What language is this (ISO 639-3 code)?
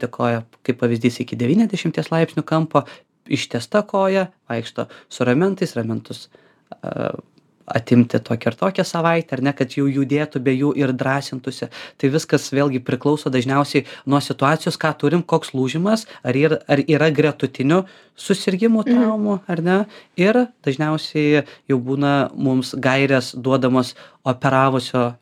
lit